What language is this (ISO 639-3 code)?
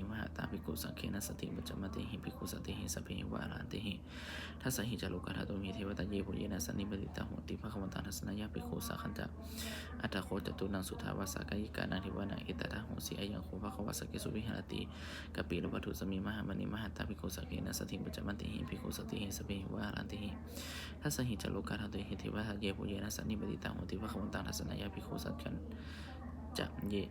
pli